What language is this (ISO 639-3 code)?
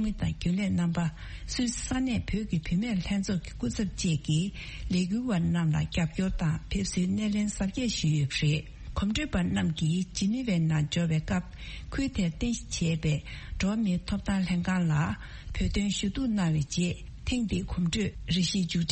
bod